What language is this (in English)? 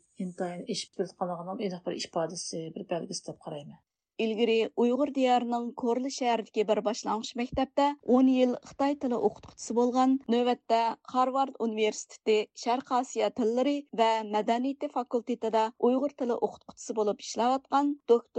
Uyghur